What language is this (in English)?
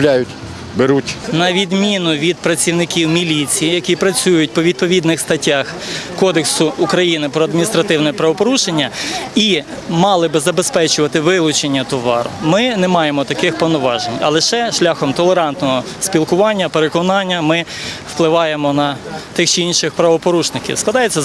Ukrainian